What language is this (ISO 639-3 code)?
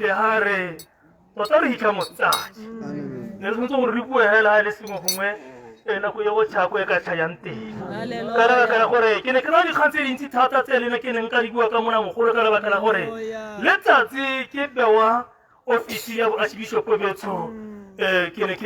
tsn